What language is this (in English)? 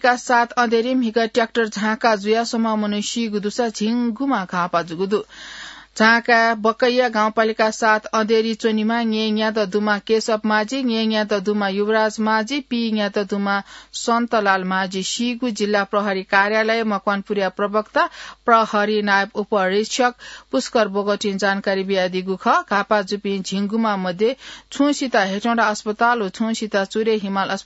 Newari